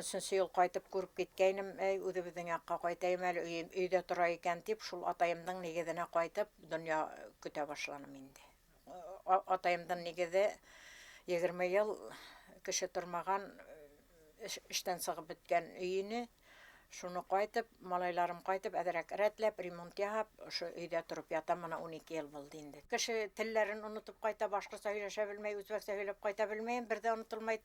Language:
Bashkir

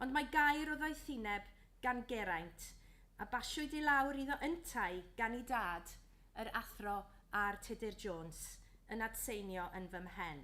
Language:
Welsh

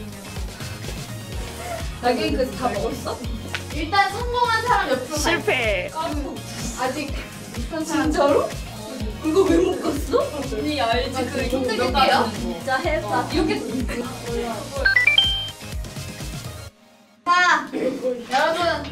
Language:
Korean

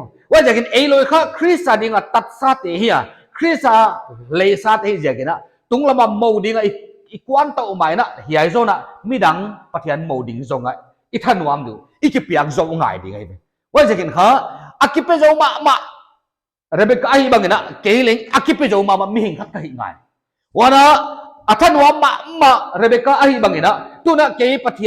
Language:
Paite Chin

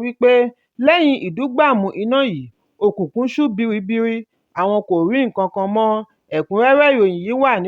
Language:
Yoruba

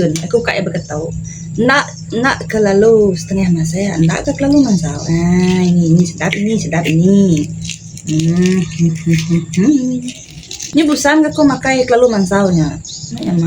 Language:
Iban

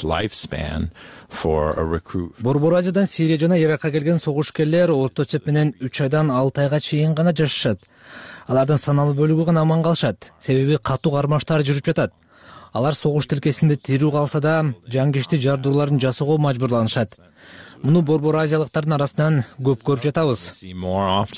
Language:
Kyrgyz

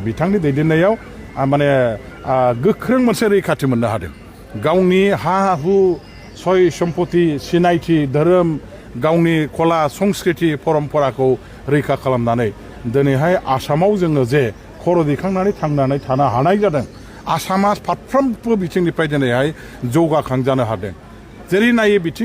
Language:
Bodo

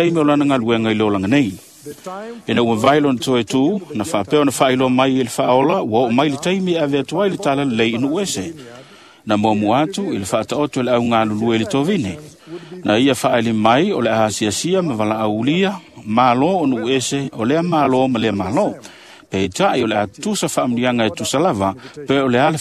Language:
Samoan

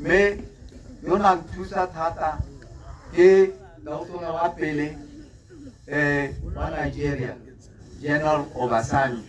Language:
Tswana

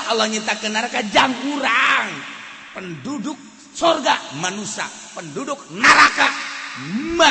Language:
Sundanese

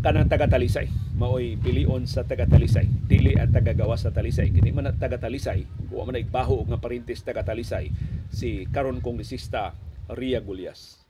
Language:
Cebuano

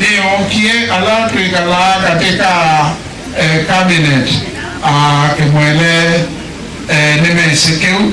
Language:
Kamba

